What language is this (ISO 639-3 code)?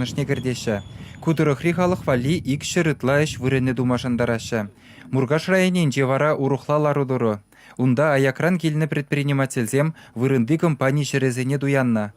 chv